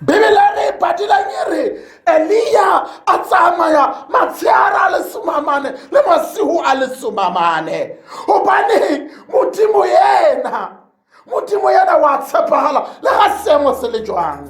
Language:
Tswana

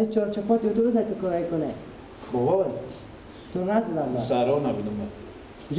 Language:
Persian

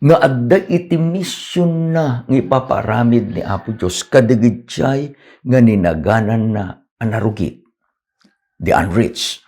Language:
Iloko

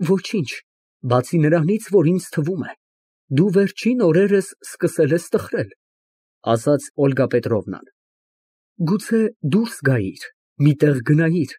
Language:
Armenian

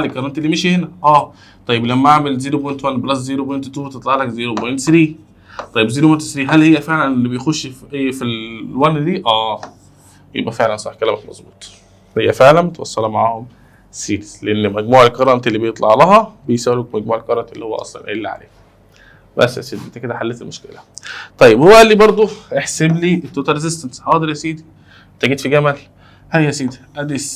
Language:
Egyptian Arabic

